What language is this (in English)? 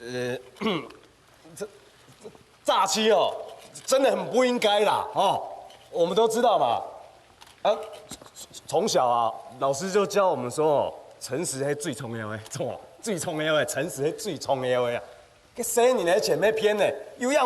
Hakka Chinese